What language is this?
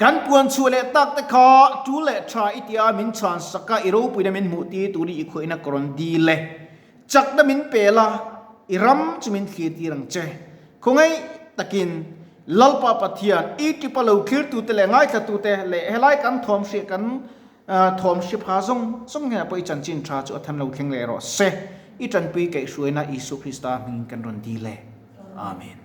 Mizo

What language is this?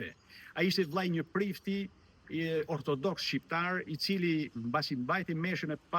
Albanian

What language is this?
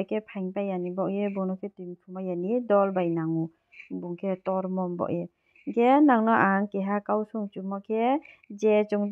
Riang (India)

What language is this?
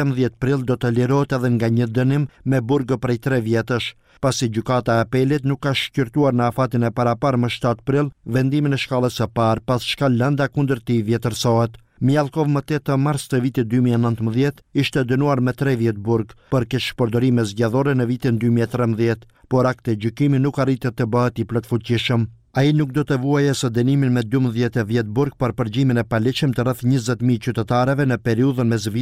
Albanian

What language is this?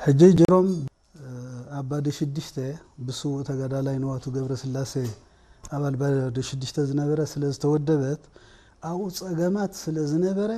Tigrinya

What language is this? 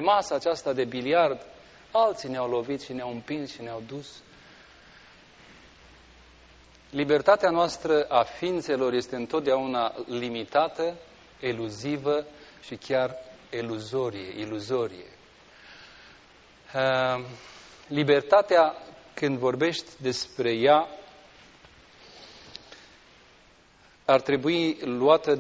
Romanian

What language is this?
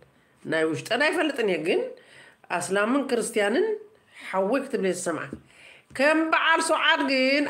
Tigrinya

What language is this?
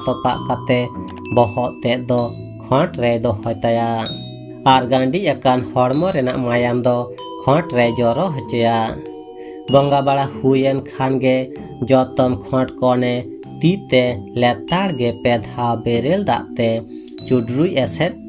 Santali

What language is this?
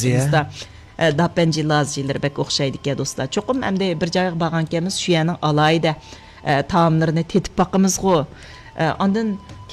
Uyghur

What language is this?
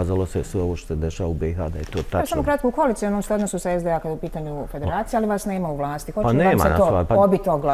Bosnian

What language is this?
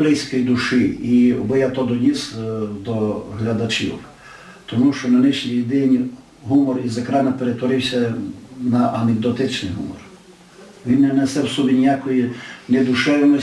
Rusyn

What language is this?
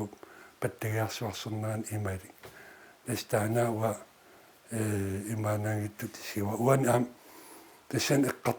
Kalaallisut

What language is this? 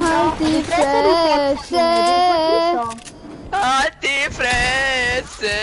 Bavarian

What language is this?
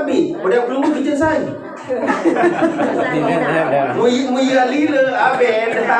Sasak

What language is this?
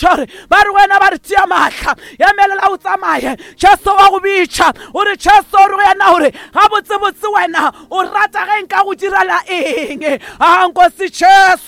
Northern Sotho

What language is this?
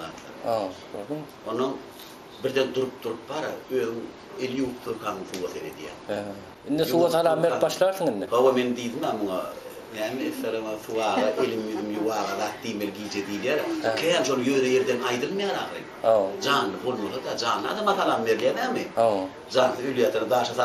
Turkmen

